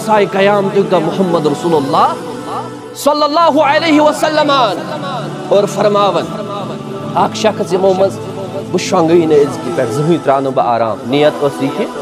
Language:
Kashmiri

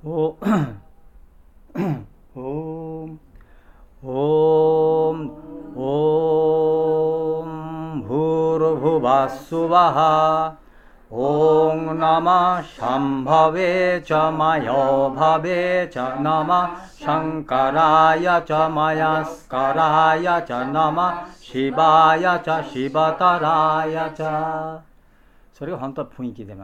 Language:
Japanese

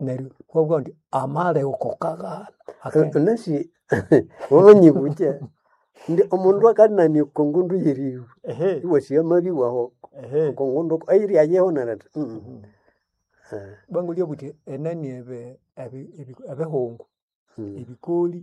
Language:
Nande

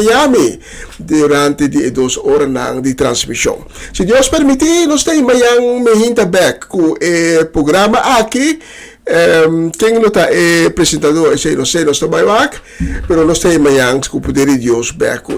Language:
Papiamento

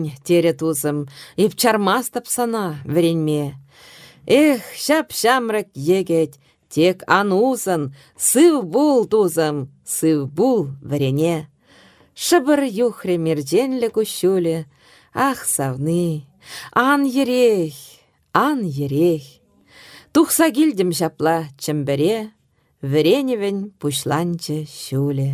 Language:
Chuvash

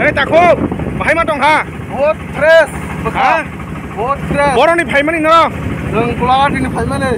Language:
Kok Borok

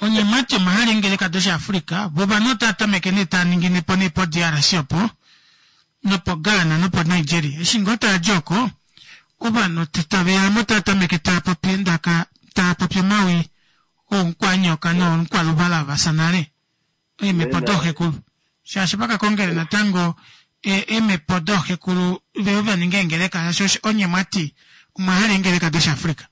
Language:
Kuanyama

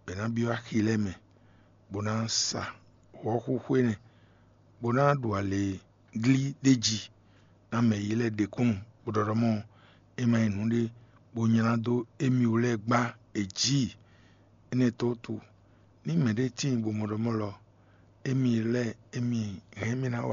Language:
Fon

